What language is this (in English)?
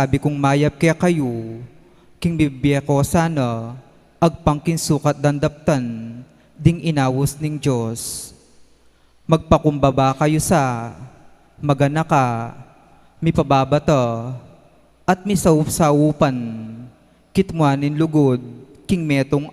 Pampanga